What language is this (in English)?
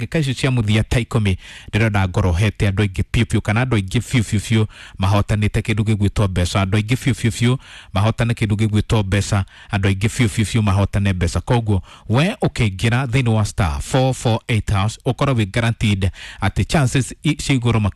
Kikuyu